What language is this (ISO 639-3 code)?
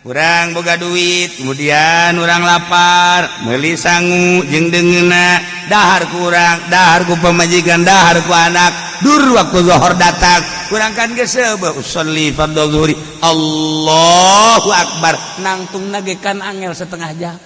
sun